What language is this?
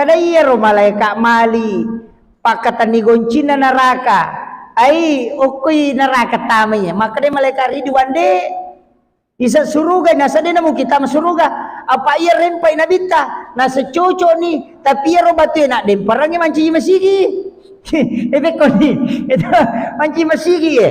Buginese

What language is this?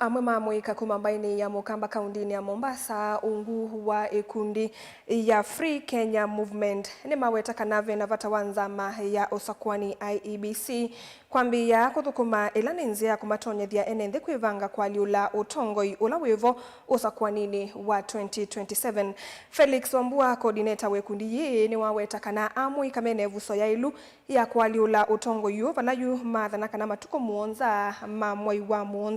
Kamba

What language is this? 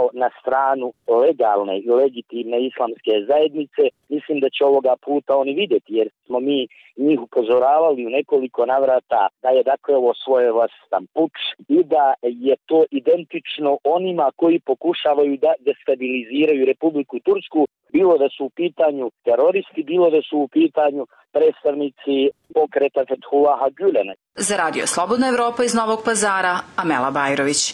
Bosnian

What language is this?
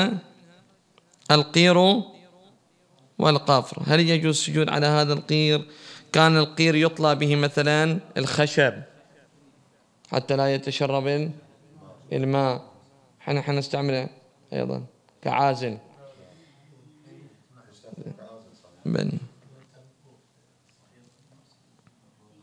Arabic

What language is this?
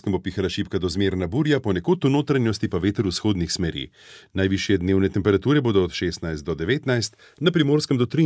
Slovenian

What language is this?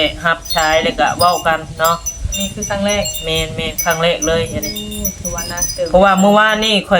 Northeastern Thai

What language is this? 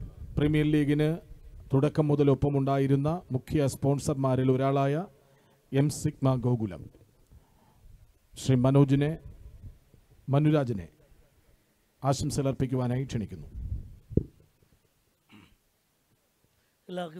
Malayalam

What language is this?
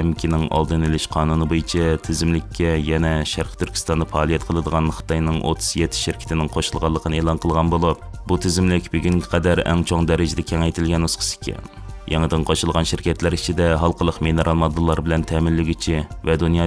Uyghur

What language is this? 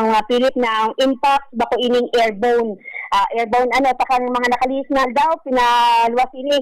Bikol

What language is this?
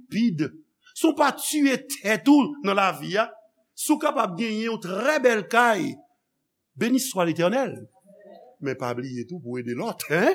Haitian Creole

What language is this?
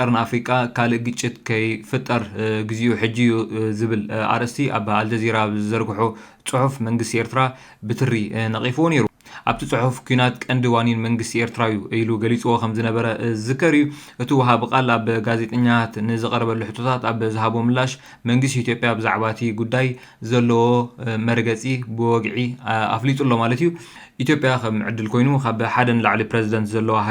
Tigrinya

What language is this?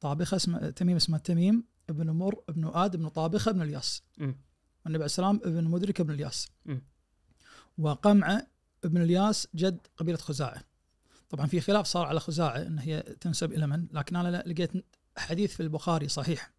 Najdi Arabic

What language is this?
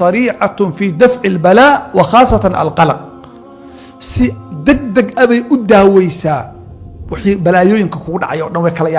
Somali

